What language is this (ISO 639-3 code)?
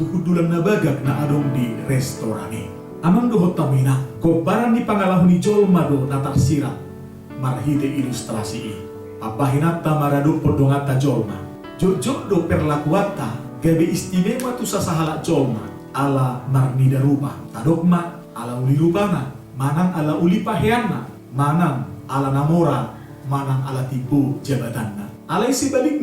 bbc